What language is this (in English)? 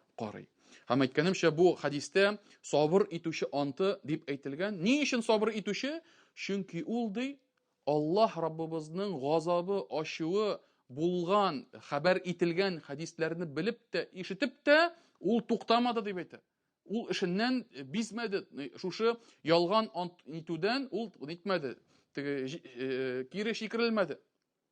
Tatar